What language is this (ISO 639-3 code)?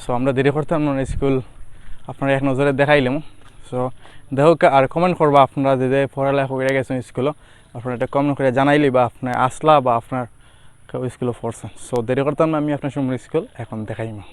syl